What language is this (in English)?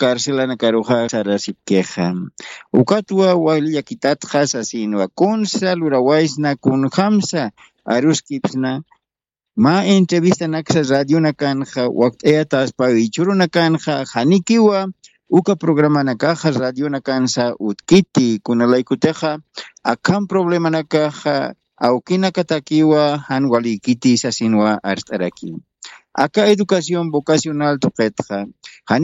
Aymara